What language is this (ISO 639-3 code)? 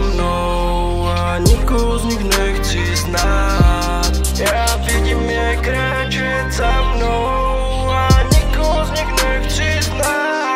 ces